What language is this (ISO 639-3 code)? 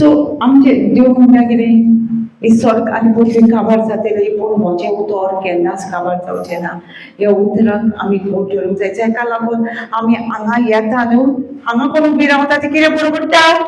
kok